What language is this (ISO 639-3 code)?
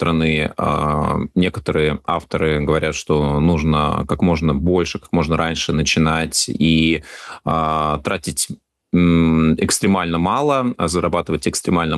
rus